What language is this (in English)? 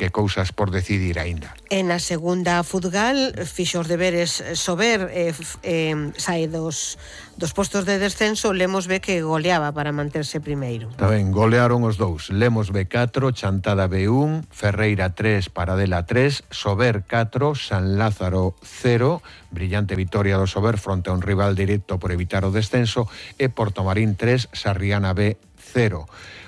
Galician